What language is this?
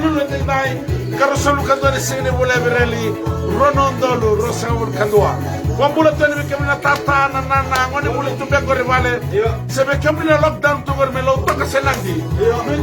Fijian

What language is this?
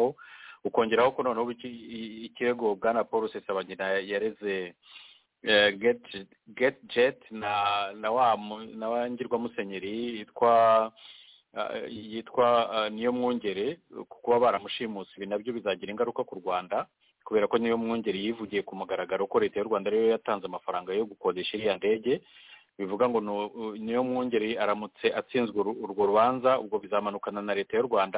Kinyarwanda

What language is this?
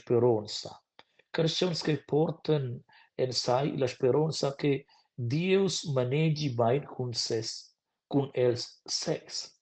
Romansh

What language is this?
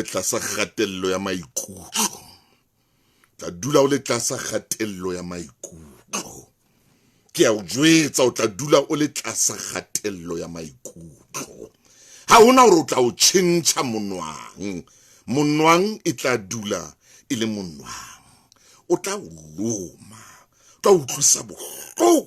Southern Sotho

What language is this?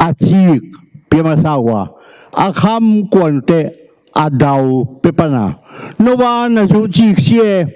Tedim Chin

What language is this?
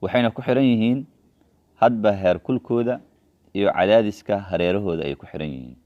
Somali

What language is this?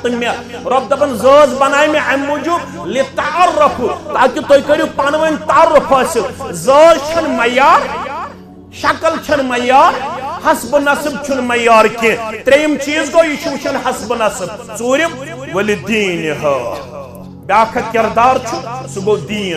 Kashmiri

